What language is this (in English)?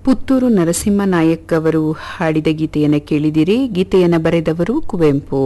Kannada